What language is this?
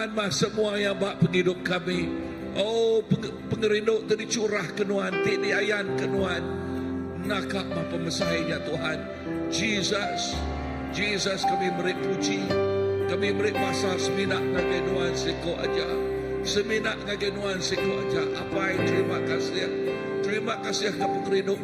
Iban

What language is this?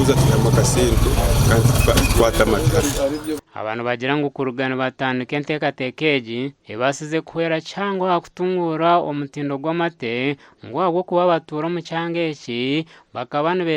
Nyankole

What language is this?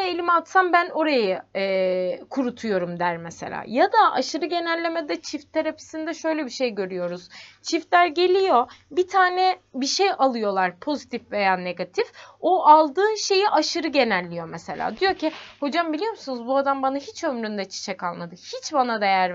Turkish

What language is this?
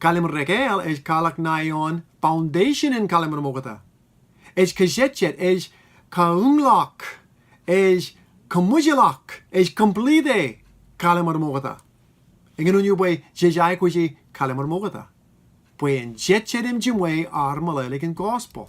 Marshallese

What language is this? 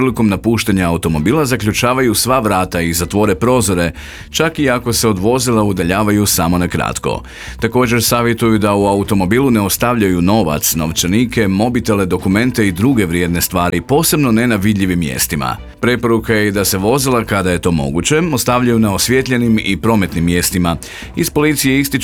Croatian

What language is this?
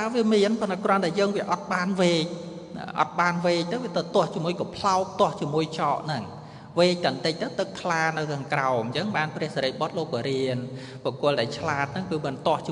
Khmer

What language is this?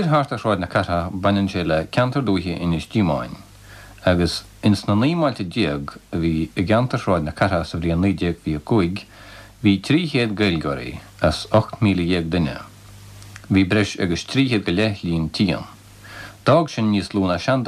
Irish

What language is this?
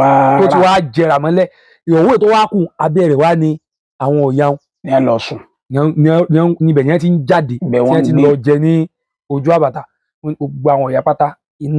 Yoruba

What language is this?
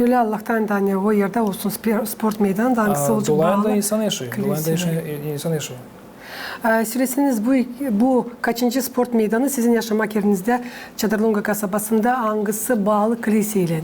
Gagauz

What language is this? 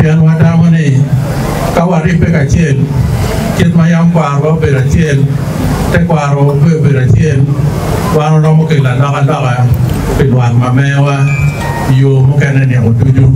Acoli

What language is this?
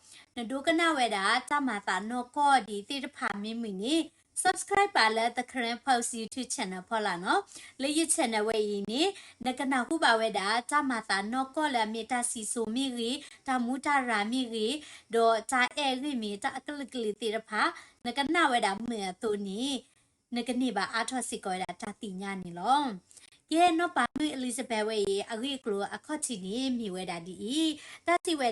S'gaw Karen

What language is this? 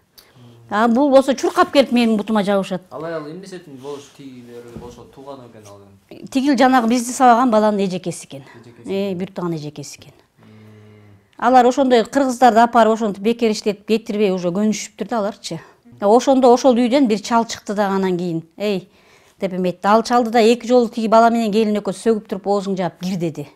Kyrgyz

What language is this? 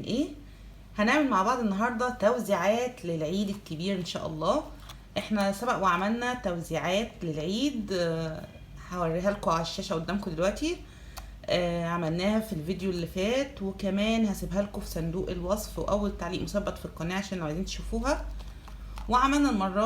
Egyptian Arabic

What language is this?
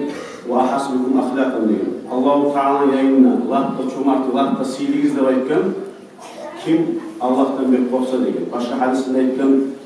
Kumyk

